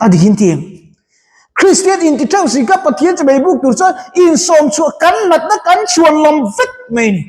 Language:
Mizo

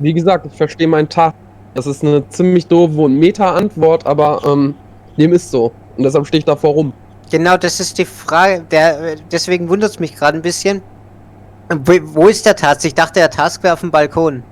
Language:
Swiss German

